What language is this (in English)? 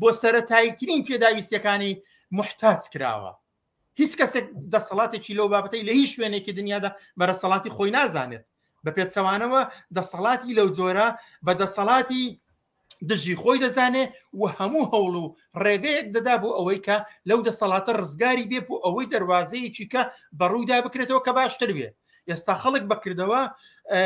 Central Kurdish